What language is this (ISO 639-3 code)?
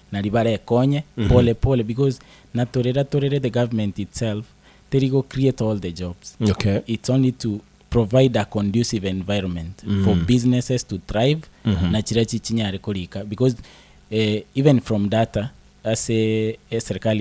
guz